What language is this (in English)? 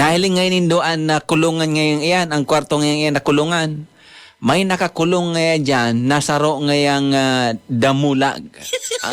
Bikol